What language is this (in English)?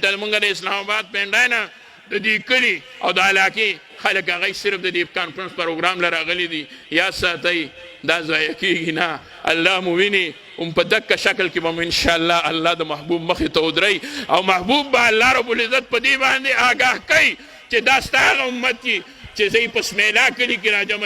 Pashto